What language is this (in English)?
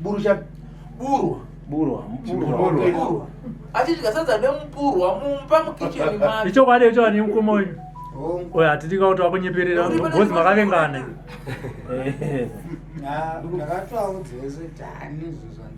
Shona